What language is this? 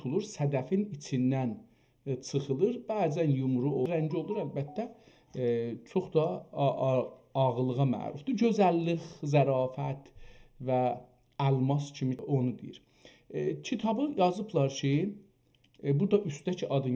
South Azerbaijani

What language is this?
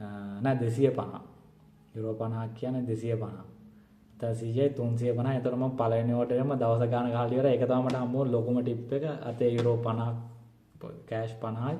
Sinhala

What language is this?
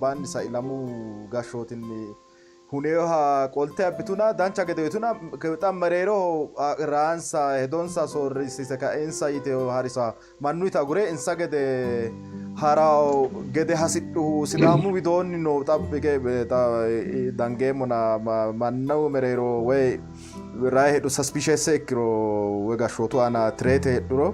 Sidamo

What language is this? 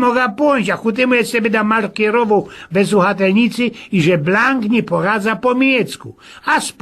Silesian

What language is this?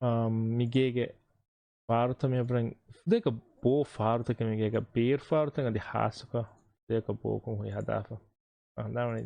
Divehi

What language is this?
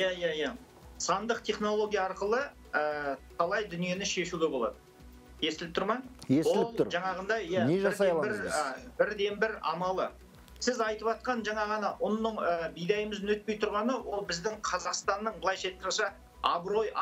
Kazakh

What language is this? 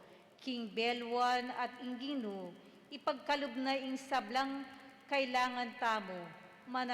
Pampanga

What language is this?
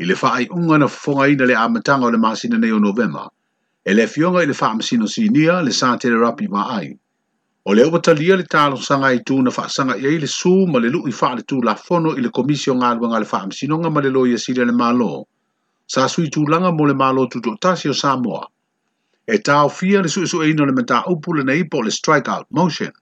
Samoan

